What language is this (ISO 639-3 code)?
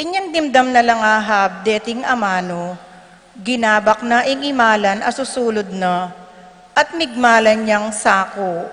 pam